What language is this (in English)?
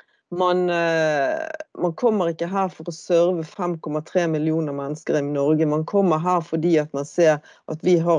Norwegian